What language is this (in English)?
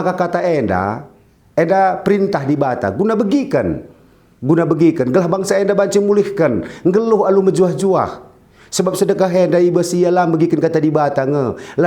Batak Karo